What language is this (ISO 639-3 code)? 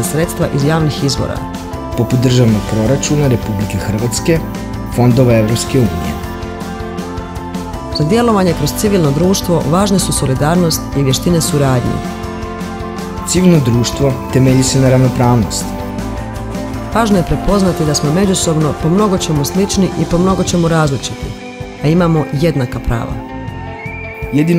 hrv